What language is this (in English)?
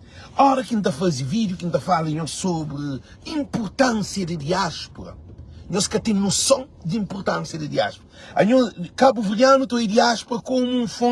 Kabuverdianu